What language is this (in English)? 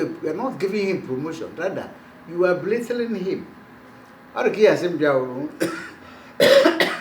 Igbo